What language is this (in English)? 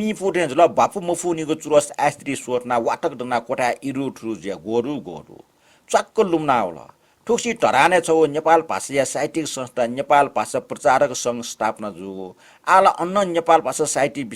Newari